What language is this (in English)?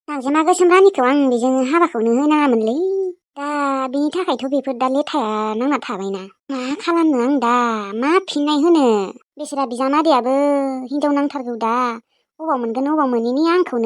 Bodo